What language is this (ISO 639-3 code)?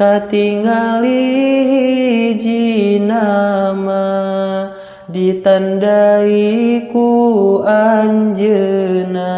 sun